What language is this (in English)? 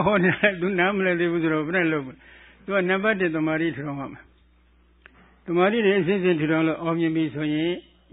Burmese